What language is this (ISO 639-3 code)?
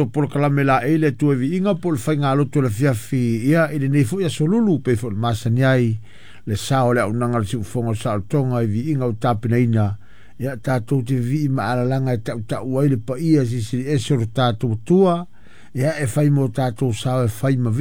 smo